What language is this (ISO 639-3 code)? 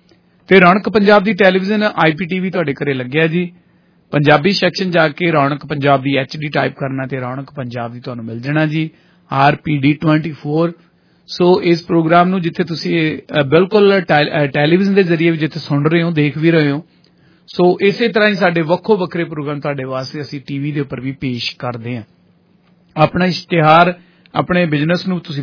pan